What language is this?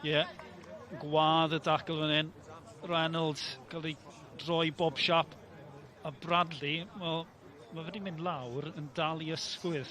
Welsh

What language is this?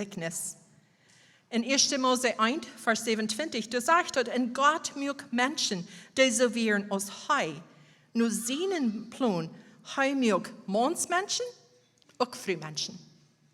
Plautdietsch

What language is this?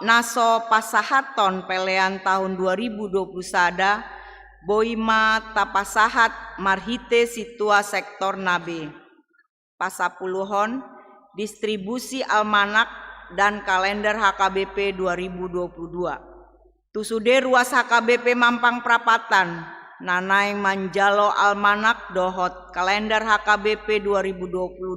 Batak Toba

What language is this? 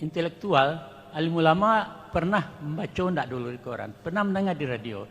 Minangkabau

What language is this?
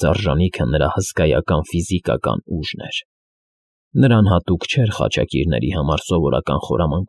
Armenian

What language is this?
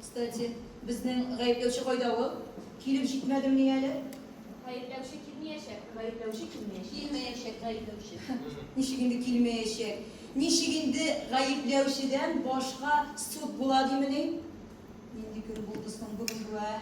Tatar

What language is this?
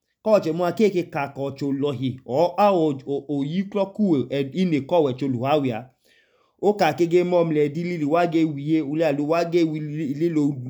Idoma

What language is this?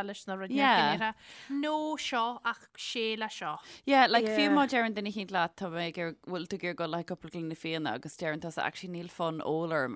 Irish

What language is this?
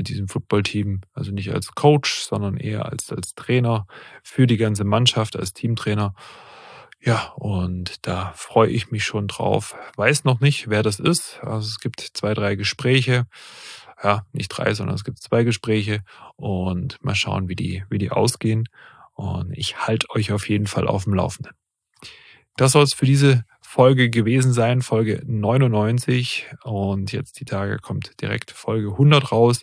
German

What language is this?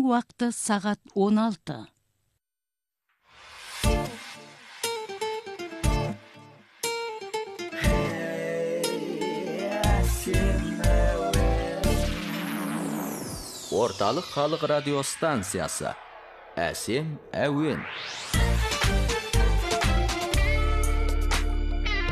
Kazakh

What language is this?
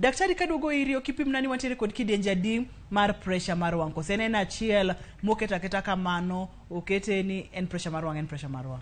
Luo (Kenya and Tanzania)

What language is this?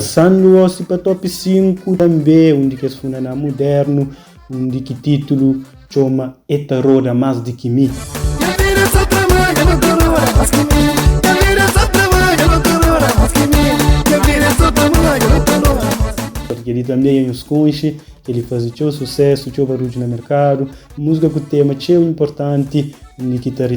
Kabuverdianu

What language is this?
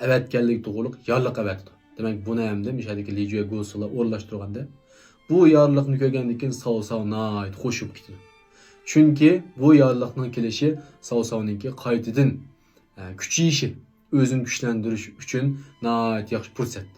Uyghur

